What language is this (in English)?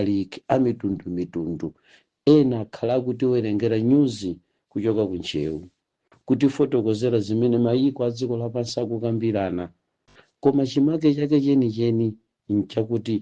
Nyanja